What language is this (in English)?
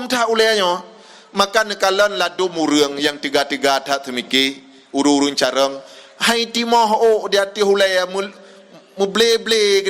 Achinese